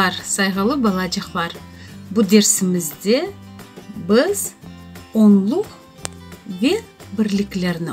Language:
Crimean Tatar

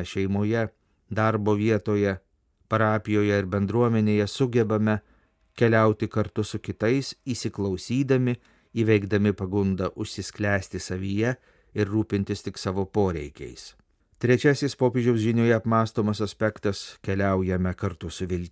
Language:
Lithuanian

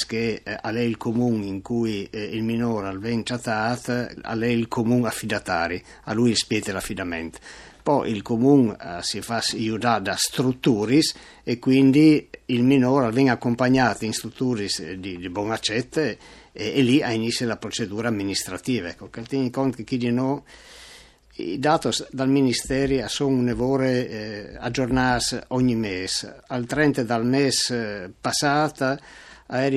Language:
Friulian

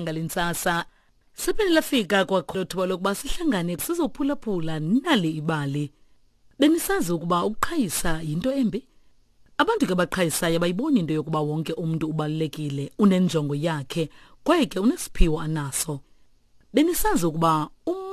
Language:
Xhosa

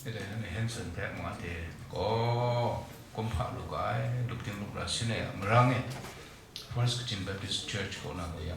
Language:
Kachin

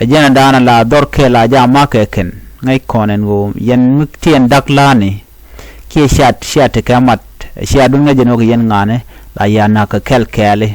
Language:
Nuer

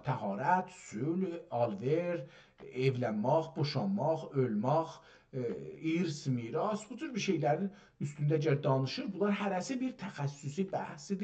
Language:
South Azerbaijani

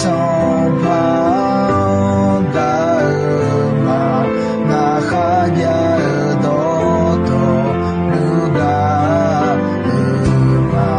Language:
Akha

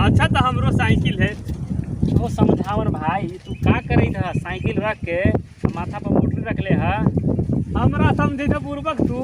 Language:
Magahi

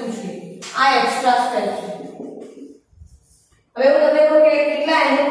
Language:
Gujarati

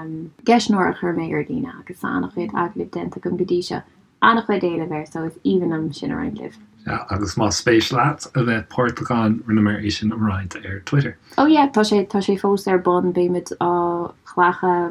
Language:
Irish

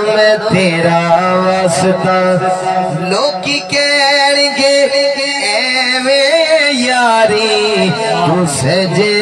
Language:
Saraiki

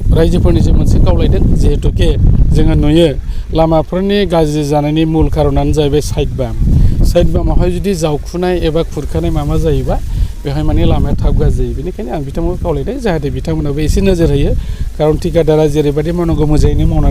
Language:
Bodo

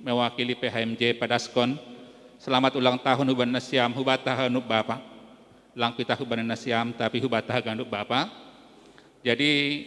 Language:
Batak Simalungun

